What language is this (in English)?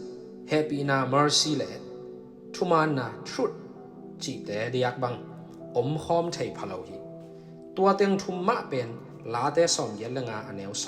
Tedim Chin